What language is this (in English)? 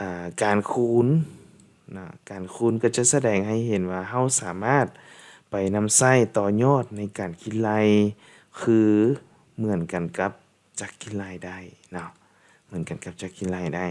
Lao